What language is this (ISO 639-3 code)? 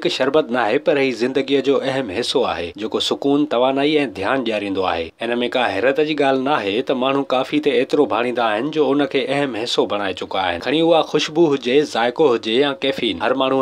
snd